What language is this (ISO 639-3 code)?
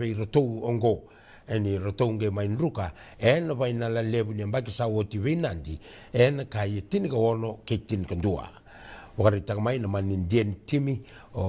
fij